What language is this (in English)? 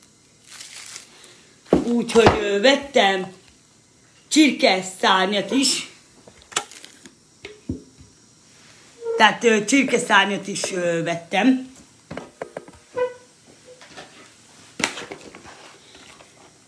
Hungarian